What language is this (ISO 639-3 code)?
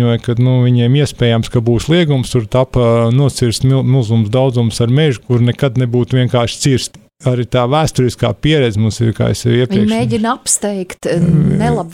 lav